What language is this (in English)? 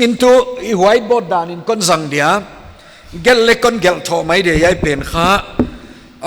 Paite Chin